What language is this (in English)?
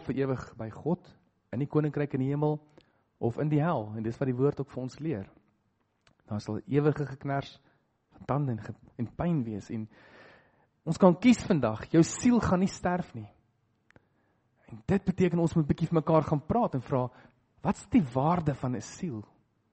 Afrikaans